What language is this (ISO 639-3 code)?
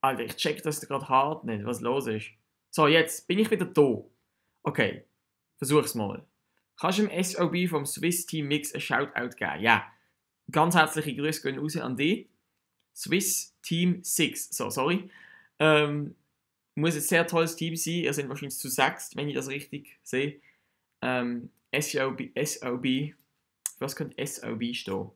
gsw